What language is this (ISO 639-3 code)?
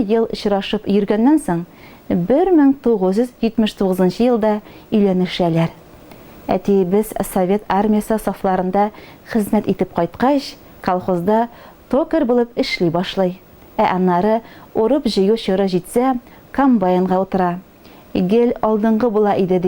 tat